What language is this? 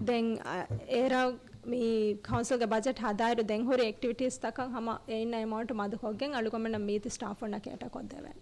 Divehi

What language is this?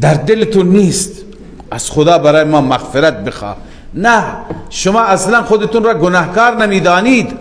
Persian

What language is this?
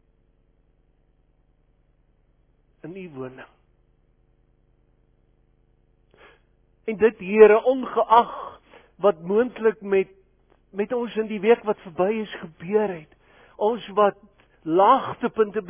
Afrikaans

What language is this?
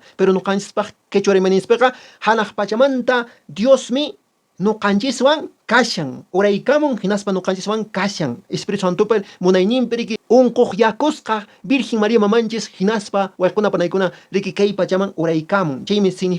Quechua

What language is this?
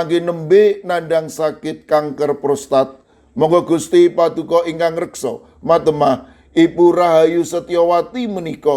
Javanese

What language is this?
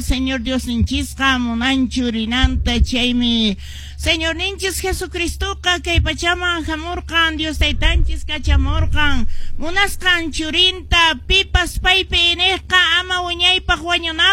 Quechua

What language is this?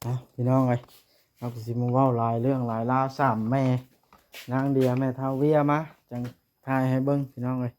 Northeastern Thai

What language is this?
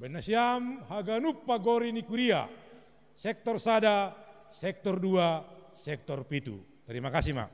Batak Simalungun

